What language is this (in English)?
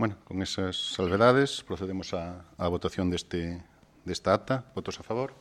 Galician